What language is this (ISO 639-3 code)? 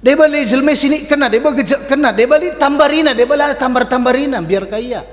btx